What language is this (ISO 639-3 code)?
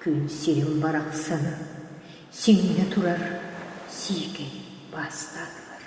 sah